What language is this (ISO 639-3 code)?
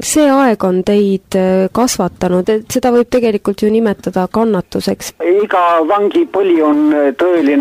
est